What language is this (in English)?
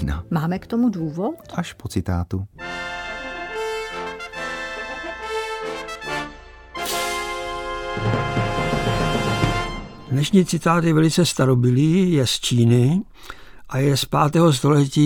Czech